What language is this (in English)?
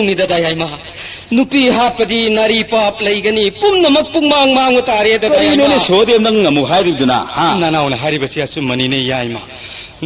Manipuri